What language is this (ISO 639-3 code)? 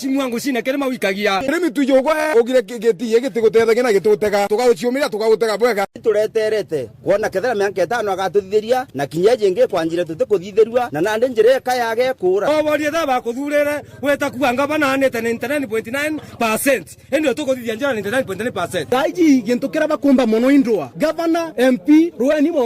mer